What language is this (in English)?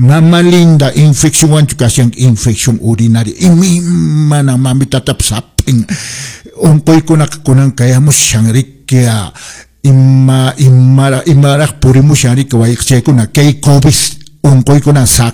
Quechua